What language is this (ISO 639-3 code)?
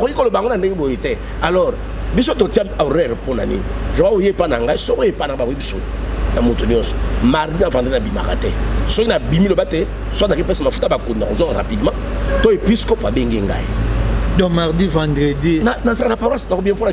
lin